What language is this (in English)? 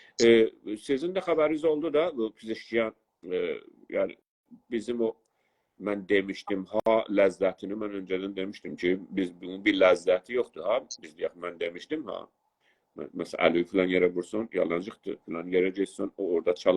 South Azerbaijani